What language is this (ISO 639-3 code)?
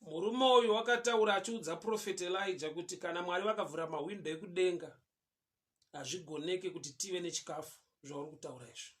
sna